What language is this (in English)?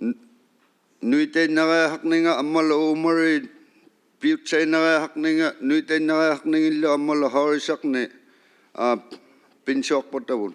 Inuktitut